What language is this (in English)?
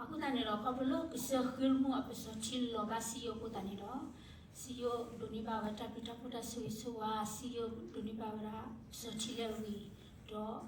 S'gaw Karen